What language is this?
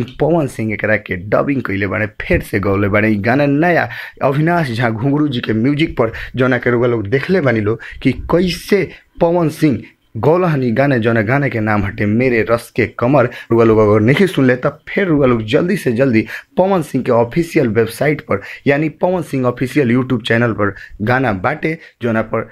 Bhojpuri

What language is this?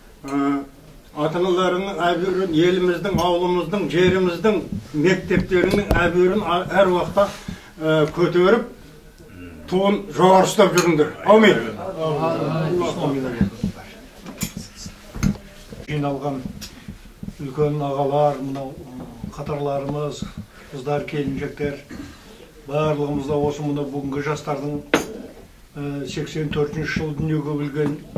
Kazakh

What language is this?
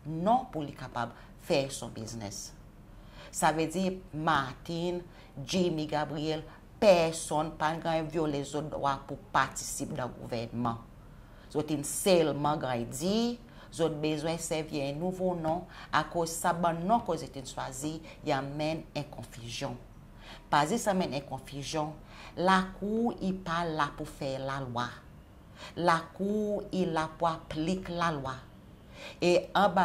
Seselwa Creole French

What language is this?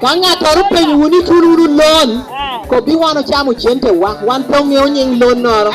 Lango (Uganda)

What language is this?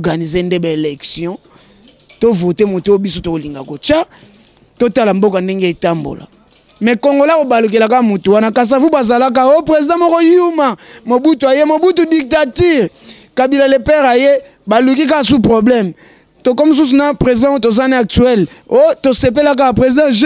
Lingala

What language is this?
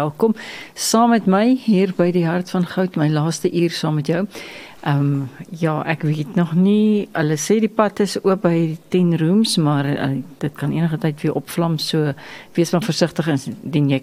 Afrikaans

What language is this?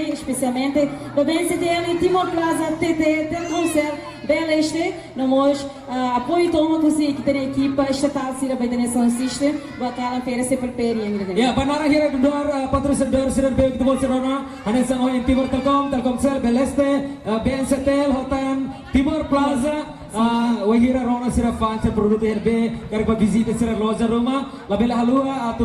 Tetum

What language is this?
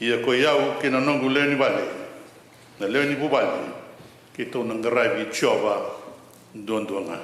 Fijian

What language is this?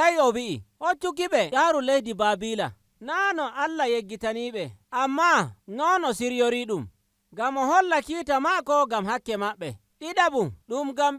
Nigerian Fulfulde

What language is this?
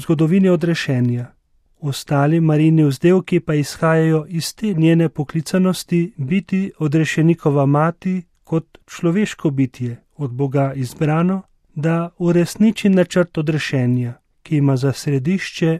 Slovenian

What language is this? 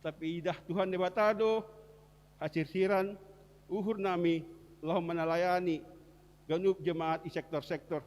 Batak Simalungun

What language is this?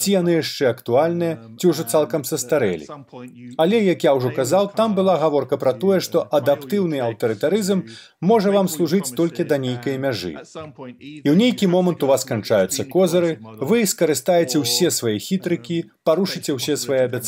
Belarusian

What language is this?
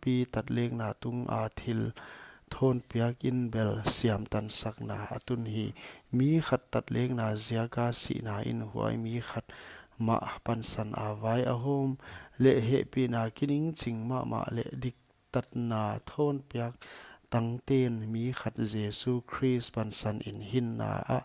Paite Chin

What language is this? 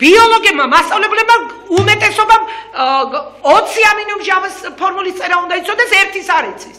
Georgian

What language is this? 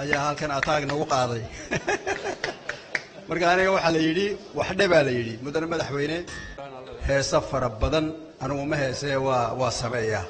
Somali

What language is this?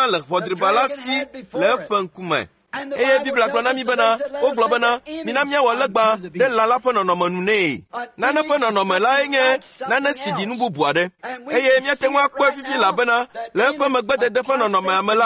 Ewe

